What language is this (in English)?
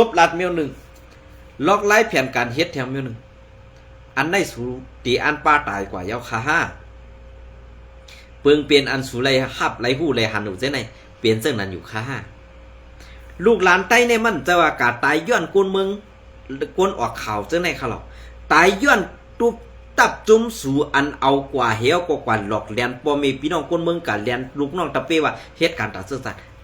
Shan